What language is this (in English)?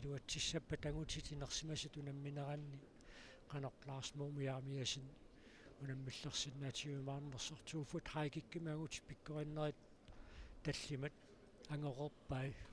Kalaallisut